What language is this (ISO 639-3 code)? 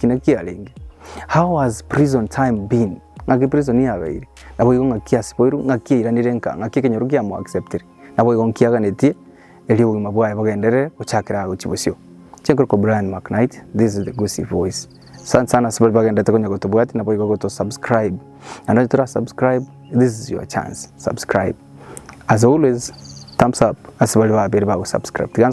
guz